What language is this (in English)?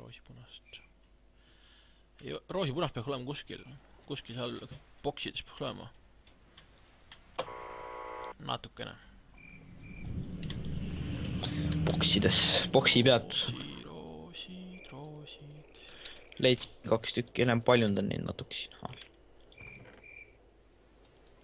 Estonian